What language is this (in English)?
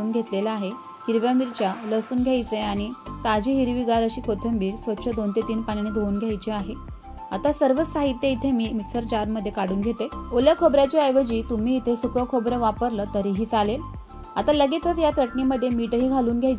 Marathi